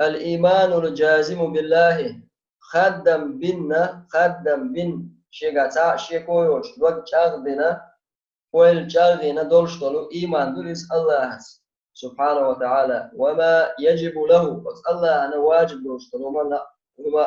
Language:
Chechen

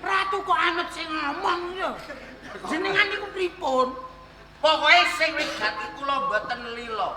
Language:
Javanese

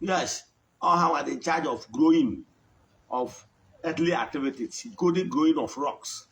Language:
Igbo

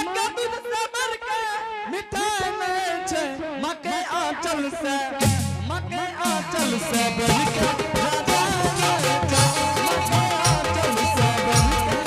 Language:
Angika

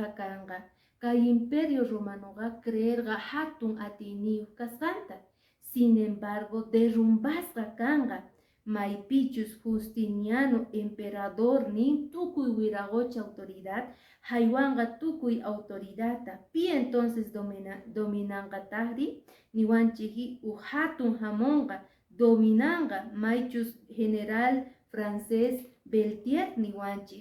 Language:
Quechua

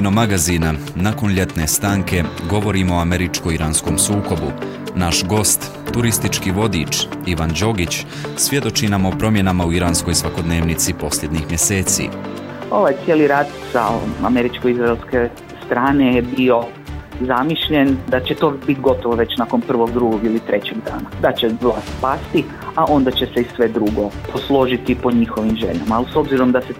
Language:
Bosnian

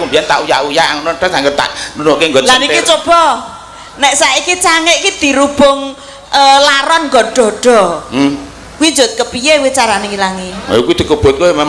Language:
Javanese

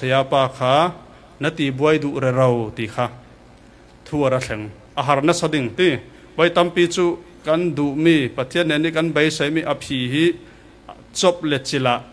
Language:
Falam Chin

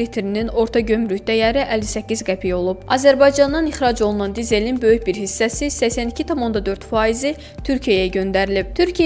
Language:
Azerbaijani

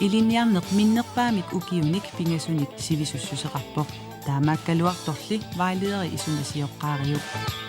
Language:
Kalaallisut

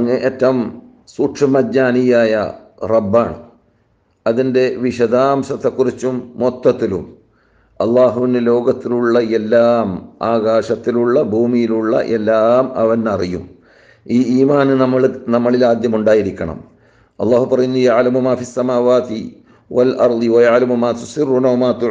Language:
Malayalam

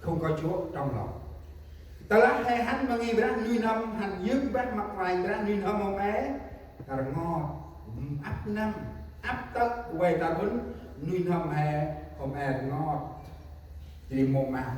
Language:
Central Mnong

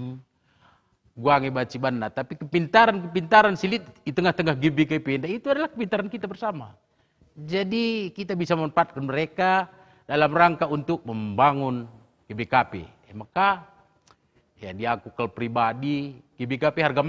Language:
Batak Karo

